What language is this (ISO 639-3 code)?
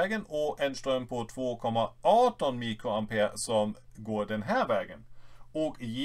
swe